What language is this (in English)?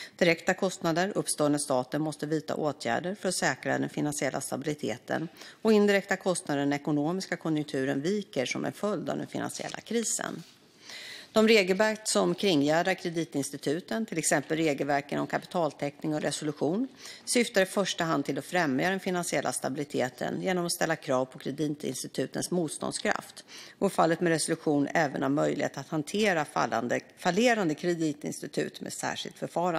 Swedish